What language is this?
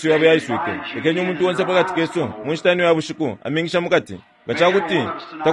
Bemba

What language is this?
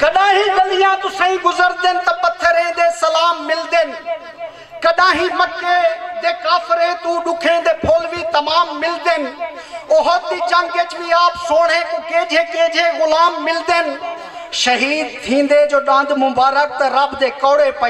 Saraiki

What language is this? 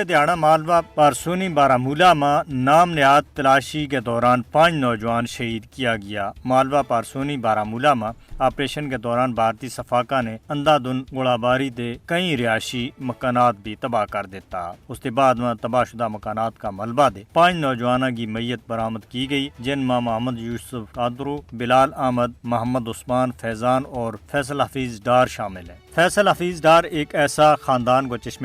Gujari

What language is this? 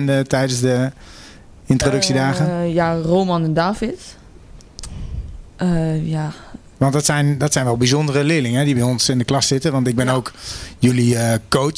Dutch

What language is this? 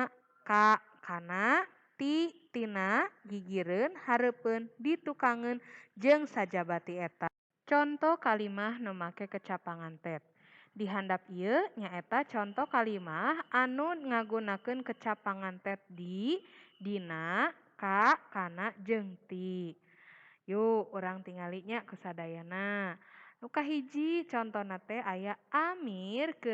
Sundanese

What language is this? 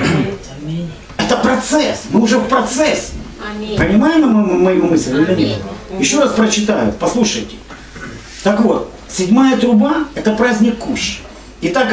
Russian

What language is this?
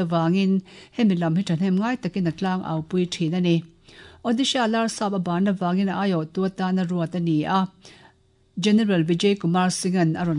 Mizo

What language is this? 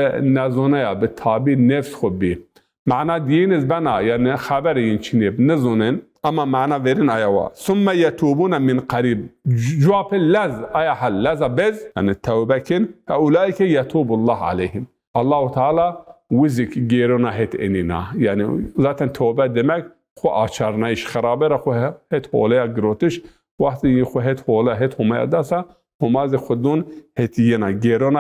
Zaza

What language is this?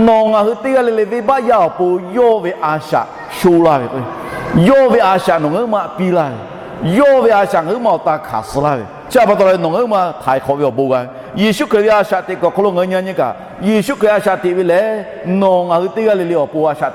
Lahu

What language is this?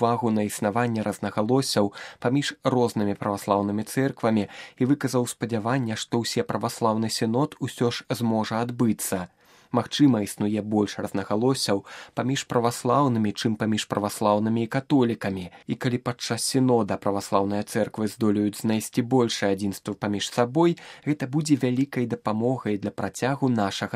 Belarusian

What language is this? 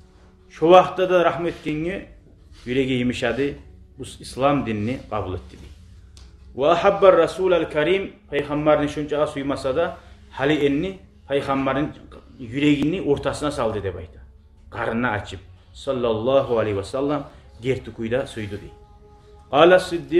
Kumyk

